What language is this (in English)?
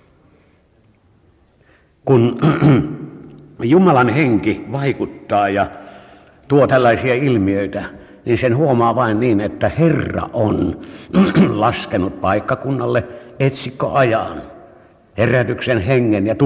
Finnish